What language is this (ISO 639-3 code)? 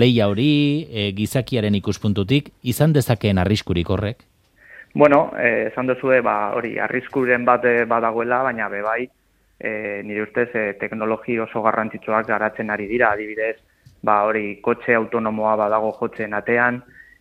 eus